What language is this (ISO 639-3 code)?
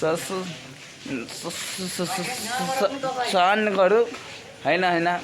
nep